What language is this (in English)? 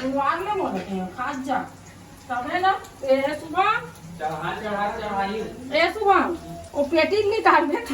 Chhattisgarhi